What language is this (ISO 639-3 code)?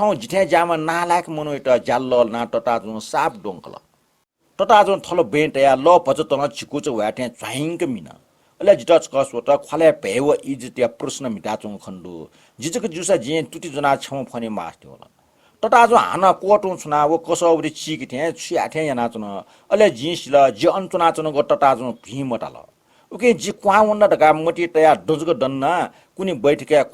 new